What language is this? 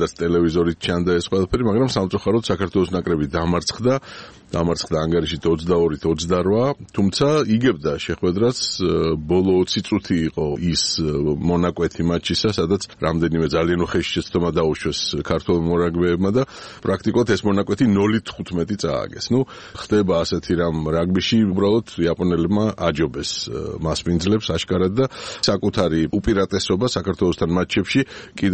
Georgian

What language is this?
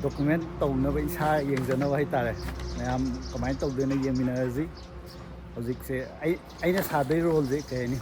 Manipuri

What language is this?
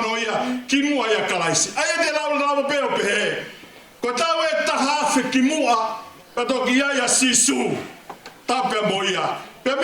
Tongan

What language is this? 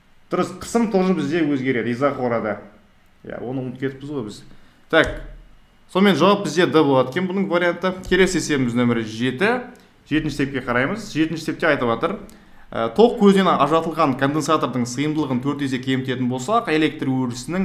Kazakh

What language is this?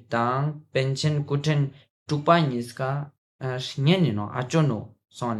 Ladakhi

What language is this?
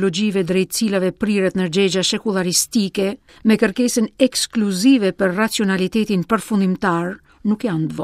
Albanian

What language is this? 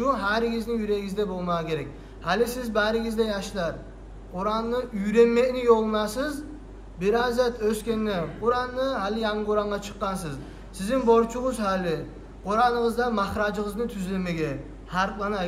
Kumyk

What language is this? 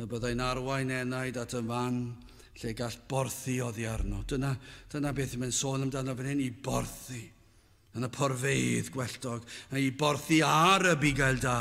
Welsh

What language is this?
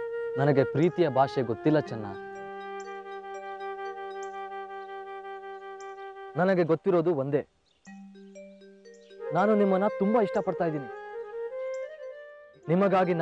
Kannada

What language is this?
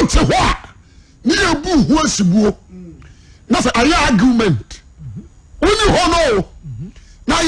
Akan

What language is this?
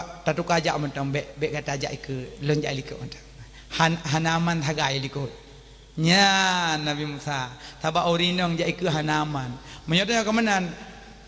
Achinese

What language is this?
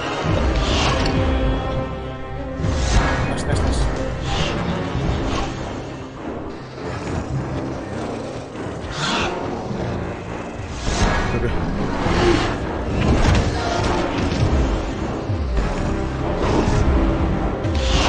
Indonesian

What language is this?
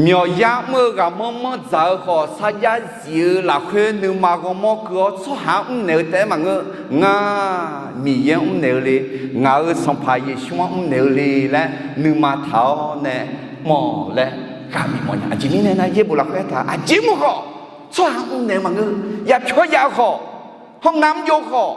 Akha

